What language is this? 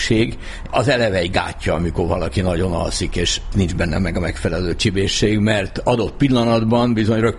Hungarian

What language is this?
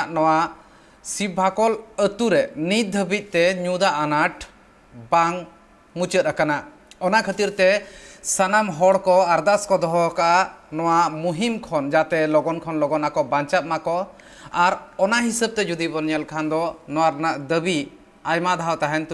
Santali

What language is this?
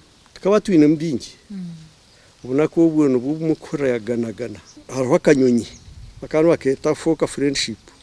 Nyankole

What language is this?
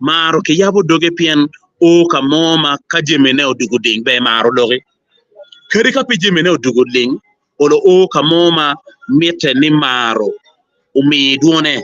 Acoli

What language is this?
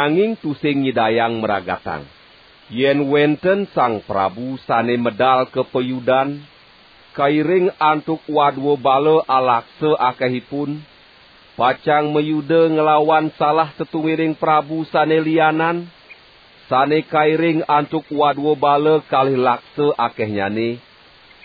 Balinese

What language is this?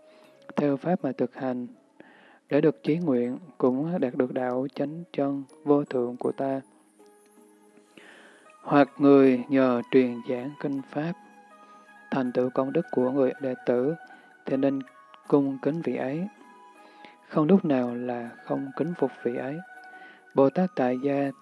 Vietnamese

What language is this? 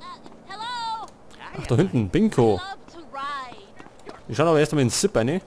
Bavarian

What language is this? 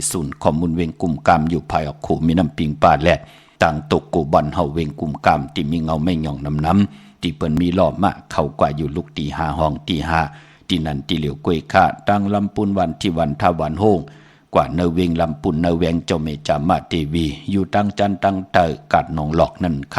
Shan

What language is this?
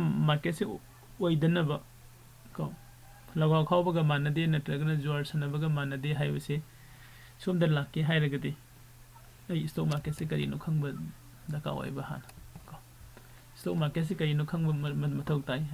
Manipuri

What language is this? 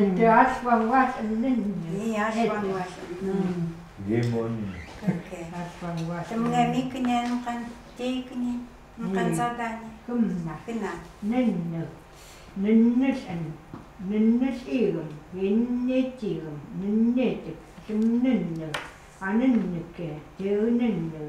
Chukot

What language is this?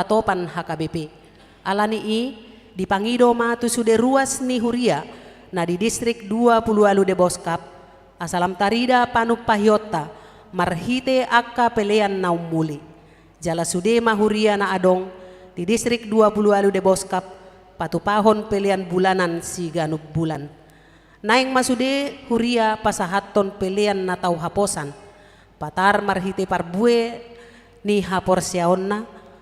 Batak Toba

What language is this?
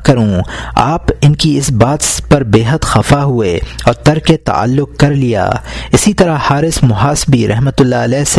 Urdu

